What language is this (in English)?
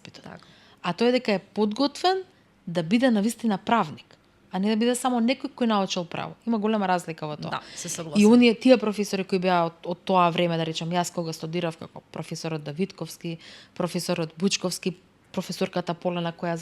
Macedonian